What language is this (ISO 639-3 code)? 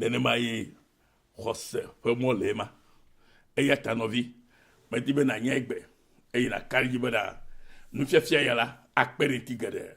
ewe